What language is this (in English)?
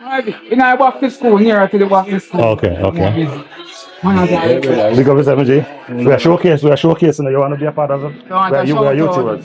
Jamaican Creole English